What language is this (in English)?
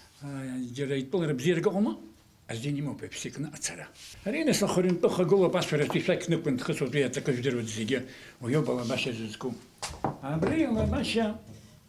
Abkhazian